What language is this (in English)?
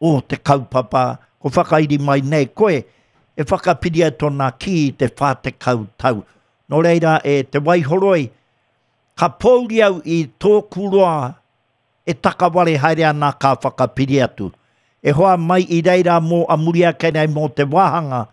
Māori